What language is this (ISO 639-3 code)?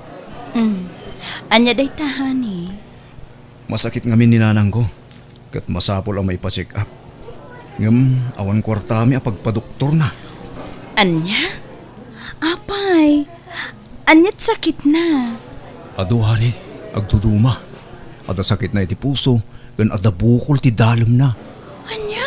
ilo